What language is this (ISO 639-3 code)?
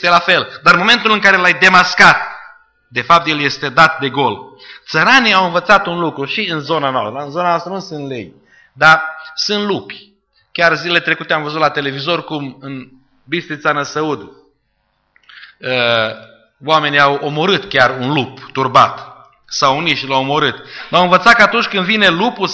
ron